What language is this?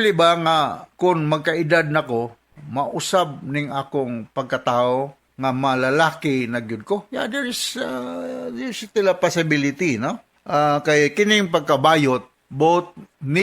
Cebuano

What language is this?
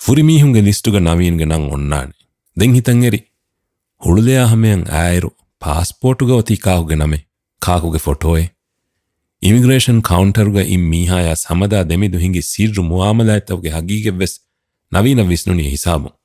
Divehi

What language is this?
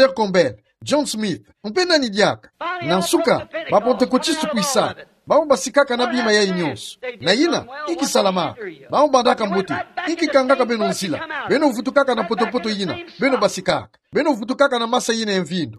Kituba (Democratic Republic of Congo)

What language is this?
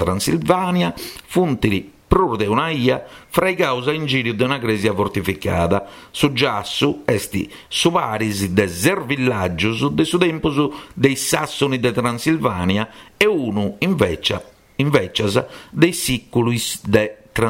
Sardinian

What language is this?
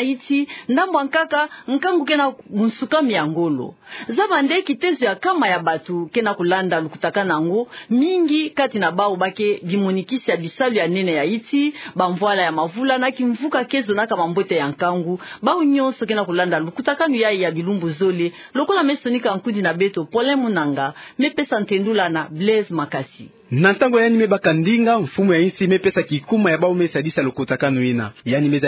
Kituba (Democratic Republic of Congo)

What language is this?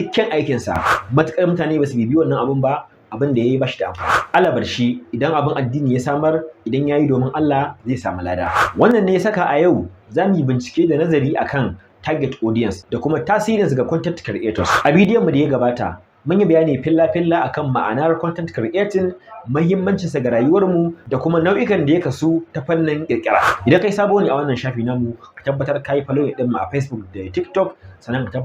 Hausa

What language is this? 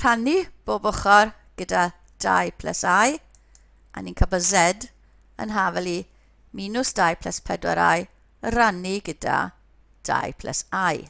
Welsh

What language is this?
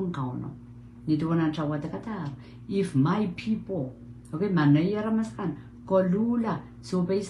Pohnpeian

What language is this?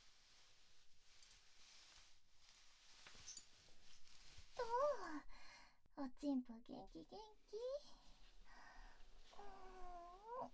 Japanese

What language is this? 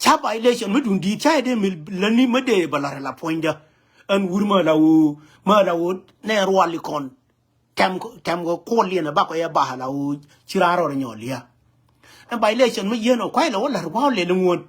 Nuer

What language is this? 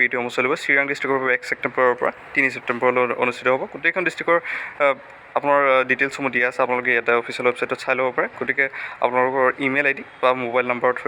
Assamese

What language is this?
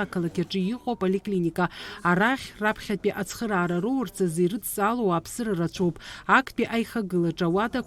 Abkhazian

